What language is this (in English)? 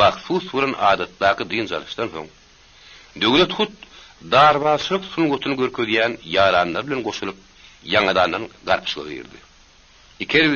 Turkmen